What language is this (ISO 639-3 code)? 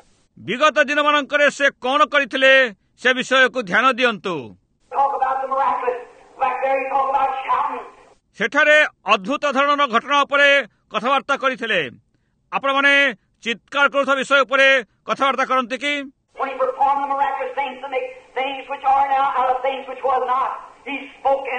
ori